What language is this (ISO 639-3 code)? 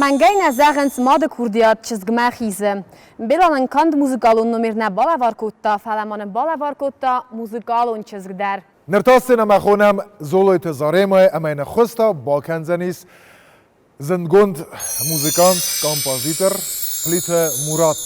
oss